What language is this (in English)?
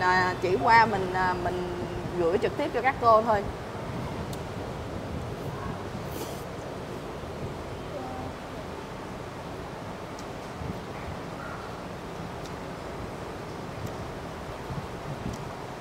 Vietnamese